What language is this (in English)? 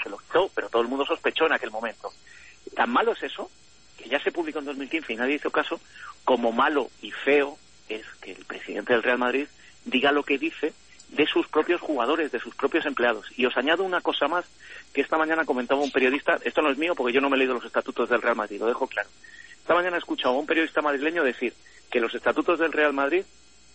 Spanish